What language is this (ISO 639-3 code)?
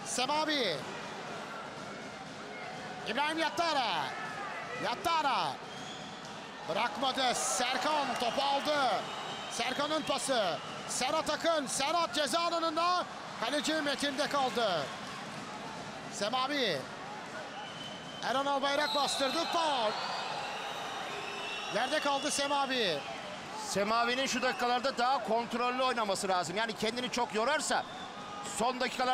tur